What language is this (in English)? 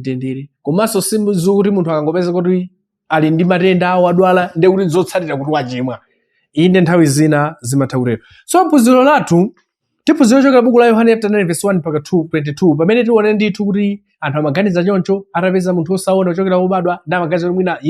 Nyanja